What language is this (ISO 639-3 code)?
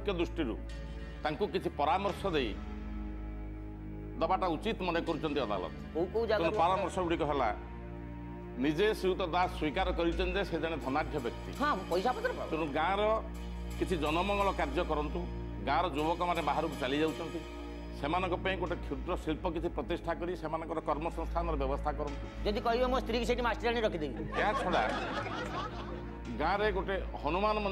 ori